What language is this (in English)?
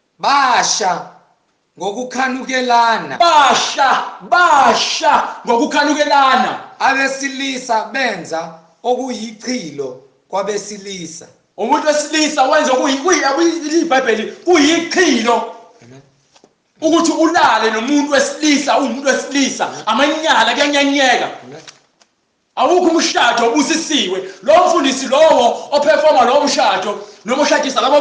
Zulu